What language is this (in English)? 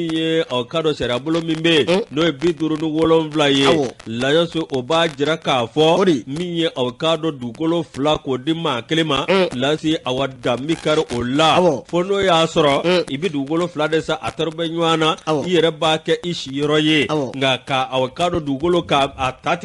Bambara